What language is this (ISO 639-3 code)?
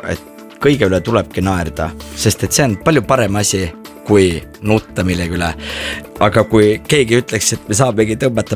est